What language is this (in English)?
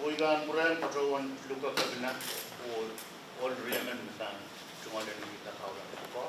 Pohnpeian